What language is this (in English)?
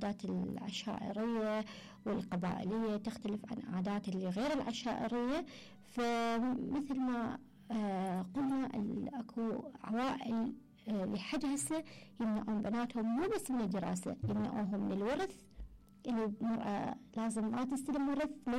Mesopotamian Arabic